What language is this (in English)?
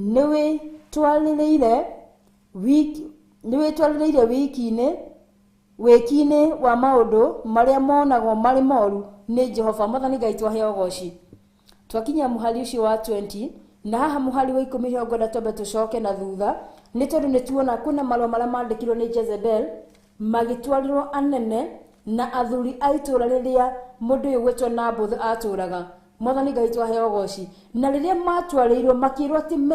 Kikuyu